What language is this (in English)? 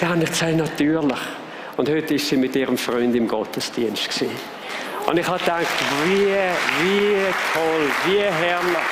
Swiss German